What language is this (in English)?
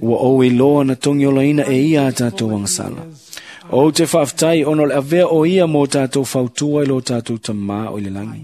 Samoan